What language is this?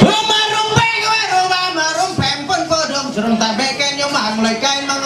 Ma'anyan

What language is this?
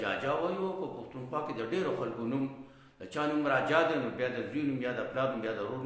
Pashto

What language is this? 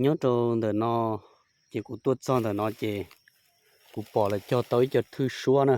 Hmong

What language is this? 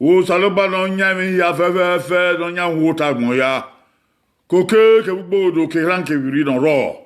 Bini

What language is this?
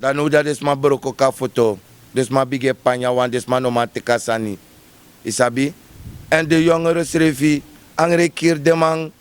Sranan Tongo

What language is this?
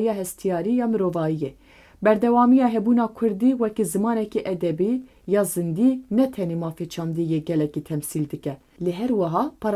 Kurdish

